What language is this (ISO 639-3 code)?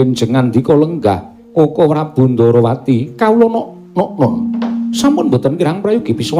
jav